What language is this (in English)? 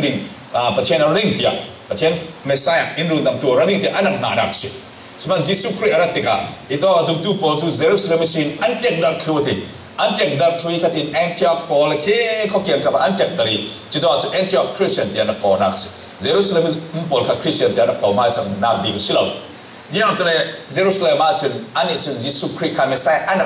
Falam Chin